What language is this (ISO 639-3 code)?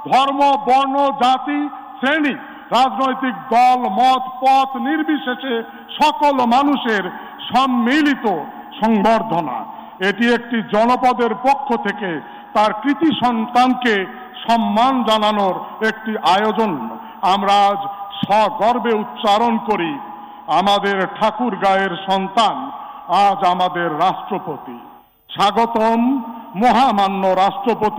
ben